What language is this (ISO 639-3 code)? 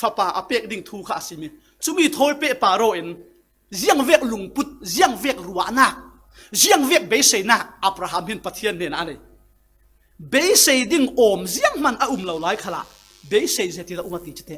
cfm